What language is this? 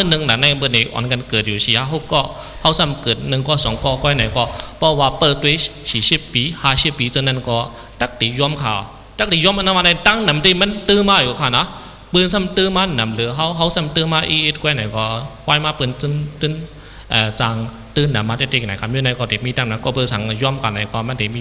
Shan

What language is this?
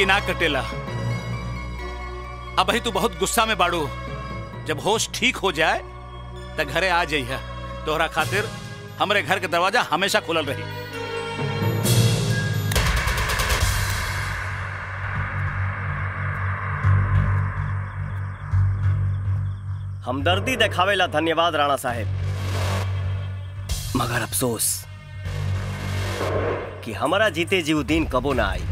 Bhojpuri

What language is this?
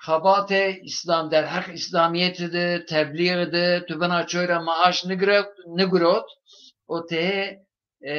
Zaza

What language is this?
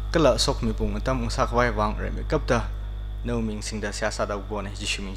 Tangkhul Naga (India)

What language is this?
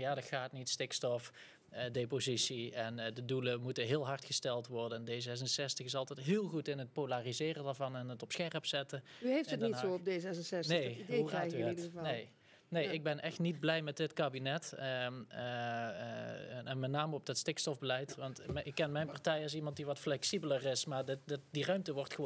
Dutch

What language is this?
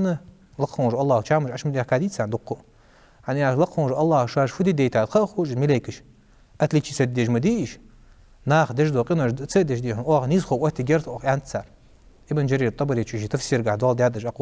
Ingush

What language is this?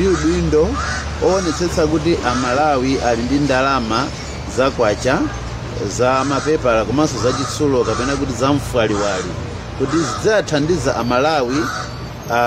Nyanja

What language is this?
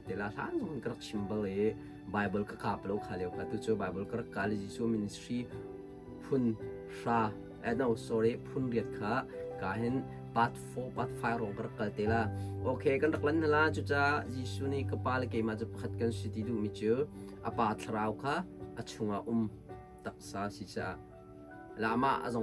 Hakha Chin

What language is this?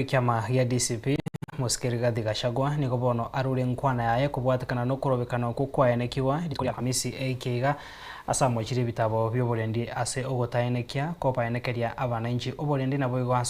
Gusii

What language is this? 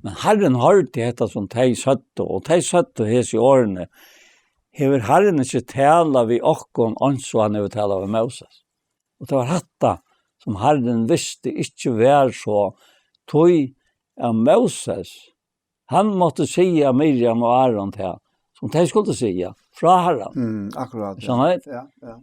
Faroese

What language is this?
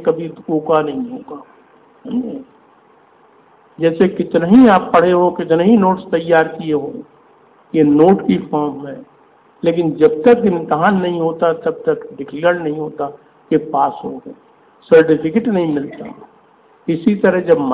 Hindi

